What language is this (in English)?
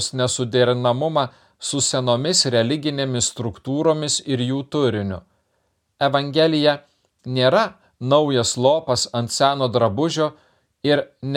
Lithuanian